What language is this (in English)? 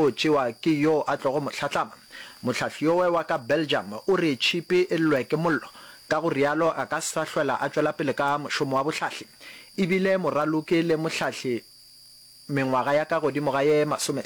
Northern Sotho